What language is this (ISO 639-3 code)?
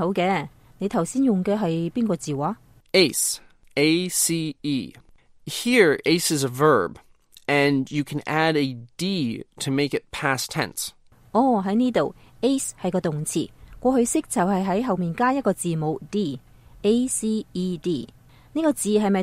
yue